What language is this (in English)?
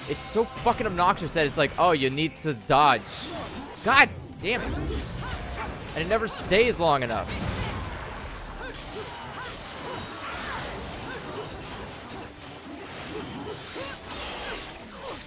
English